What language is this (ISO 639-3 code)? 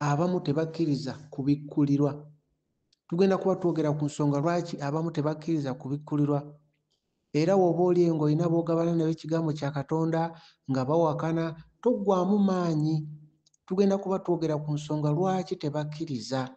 lug